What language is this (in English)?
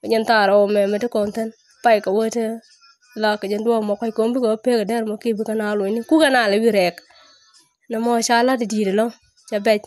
Nuer